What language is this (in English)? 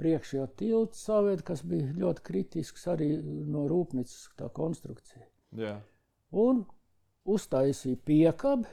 Latvian